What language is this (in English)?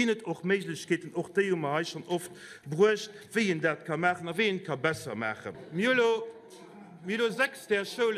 Luxembourgish